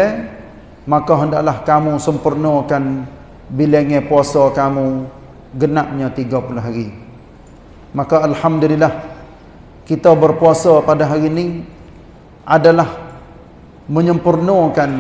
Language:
Malay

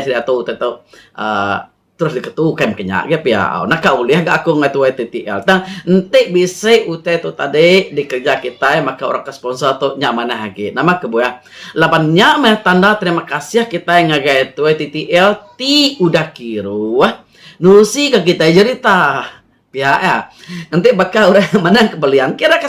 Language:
Iban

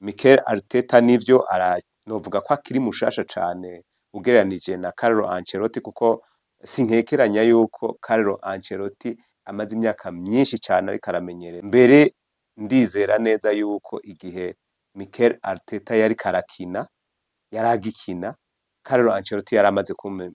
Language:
Rundi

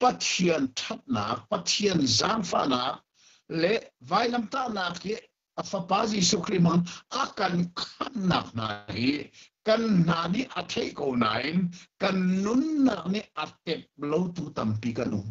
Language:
Hakha Chin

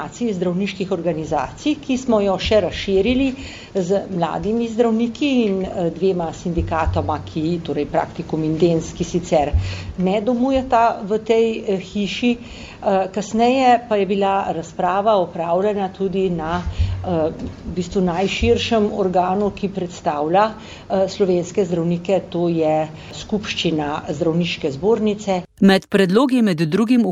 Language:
Slovenian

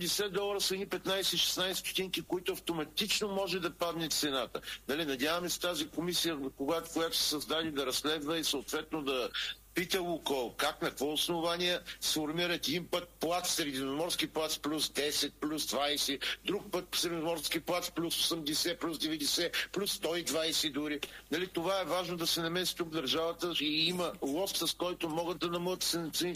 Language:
Bulgarian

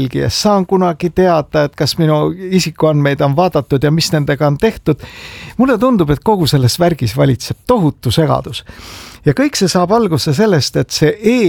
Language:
Estonian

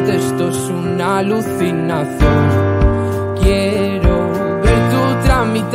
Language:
Spanish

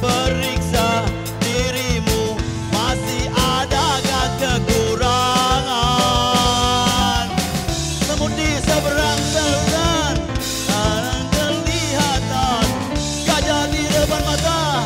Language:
Musi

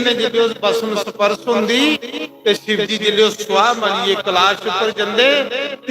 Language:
Dogri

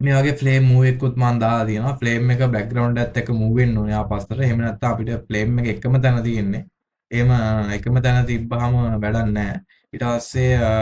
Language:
Sinhala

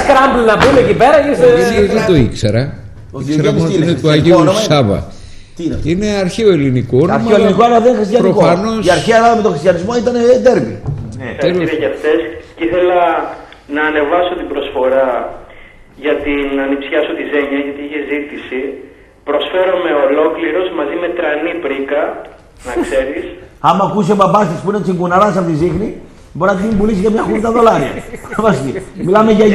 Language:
Greek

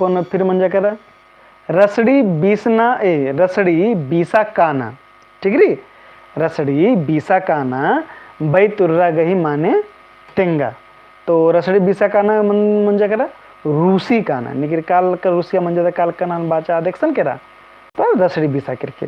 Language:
Kurukh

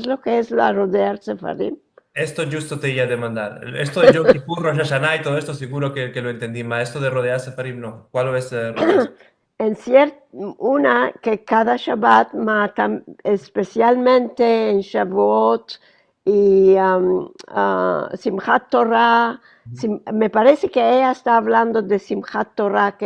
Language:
Ladino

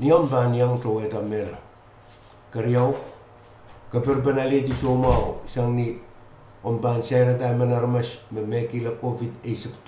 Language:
Pohnpeian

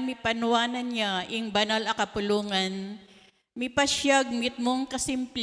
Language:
Pampanga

